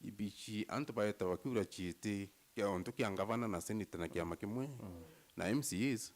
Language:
Meru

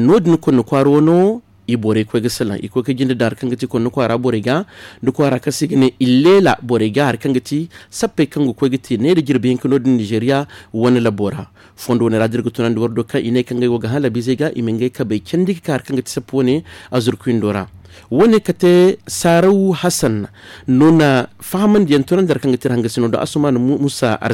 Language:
Zarma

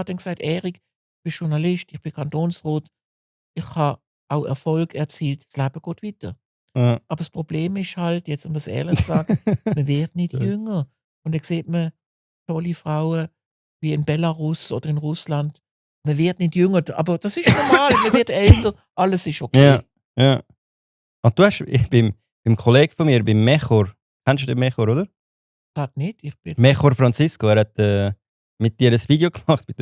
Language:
Swiss German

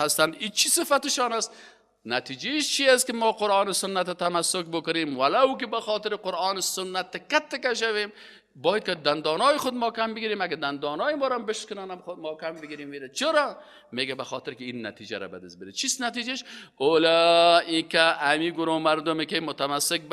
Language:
Persian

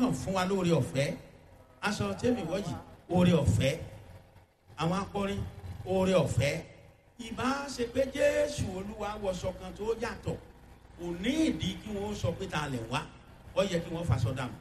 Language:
Yoruba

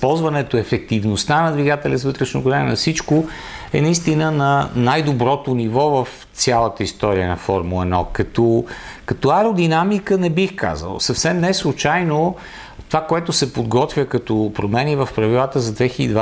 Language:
Bulgarian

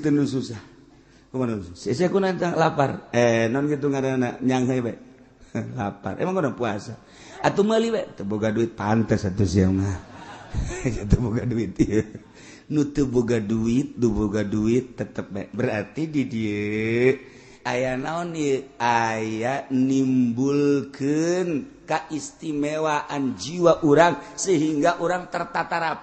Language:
Sundanese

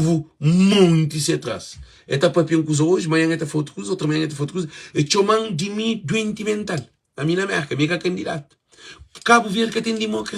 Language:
Kabuverdianu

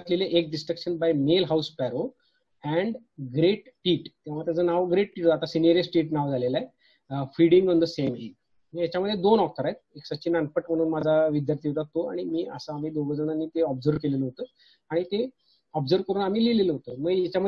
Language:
Marathi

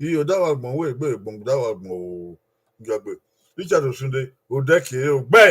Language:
Bini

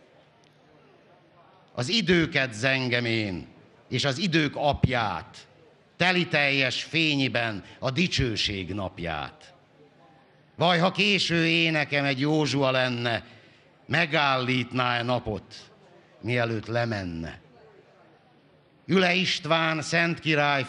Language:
Hungarian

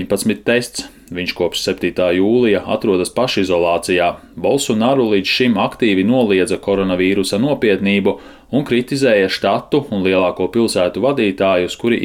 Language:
Latvian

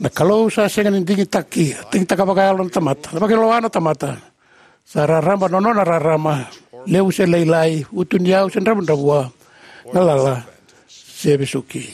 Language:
Fijian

